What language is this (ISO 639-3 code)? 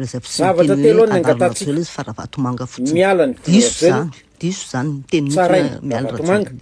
mlg